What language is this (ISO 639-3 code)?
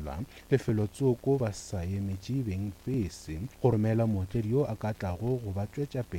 nso